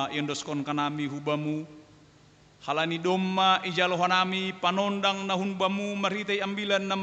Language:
Batak Simalungun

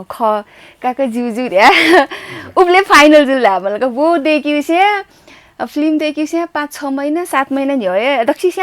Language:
Newari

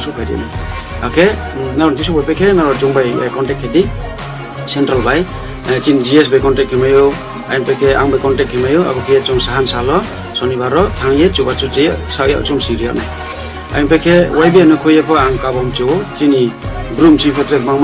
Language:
Riang (India)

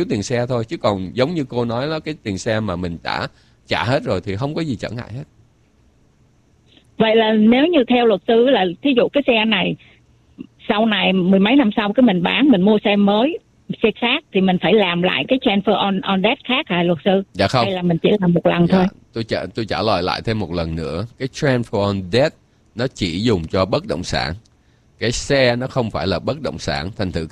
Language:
Vietnamese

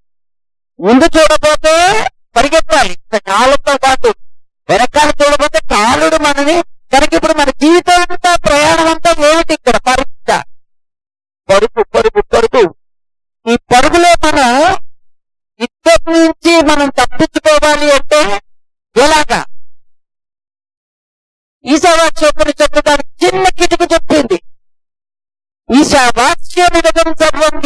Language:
Telugu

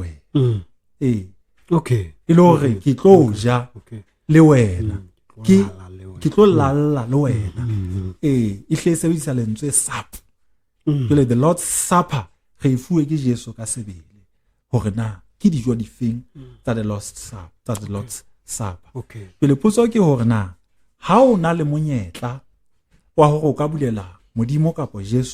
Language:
Southern Sotho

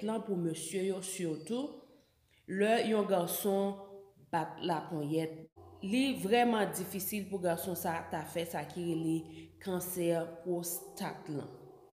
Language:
Haitian Creole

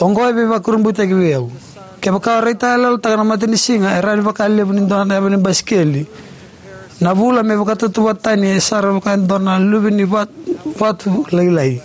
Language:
Fijian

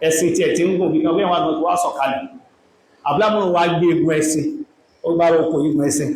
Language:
Yoruba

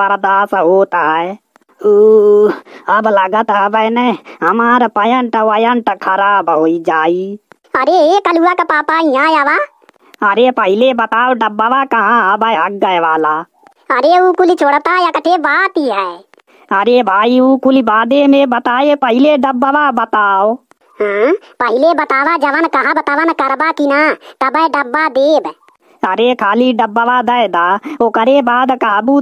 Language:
Bhojpuri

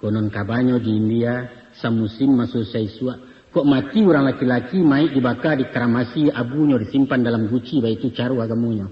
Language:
Minangkabau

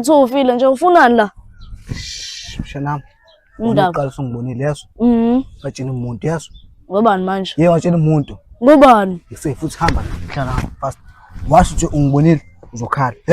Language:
Zulu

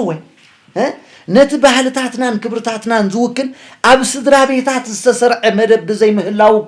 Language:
Tigrinya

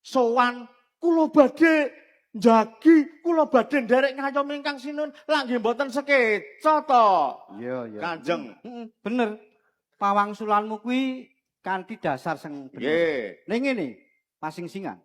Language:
Javanese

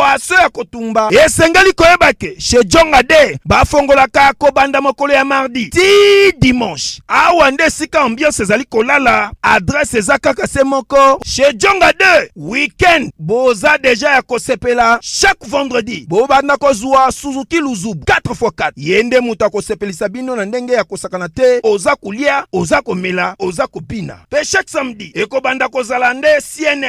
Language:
Lingala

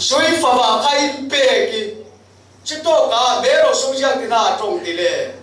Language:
Falam Chin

